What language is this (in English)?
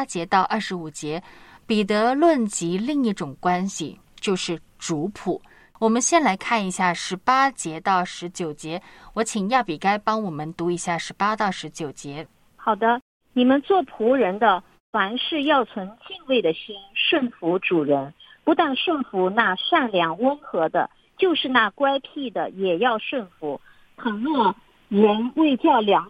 Chinese